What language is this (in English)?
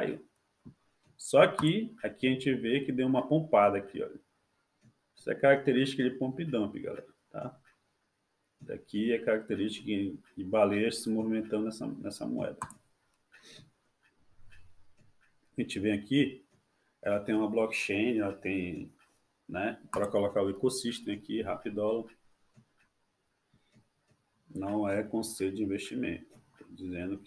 Portuguese